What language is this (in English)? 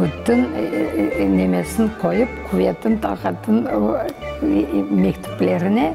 Crimean Tatar